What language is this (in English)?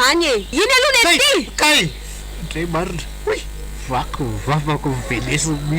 Malagasy